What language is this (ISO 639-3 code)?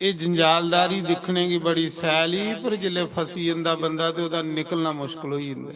doi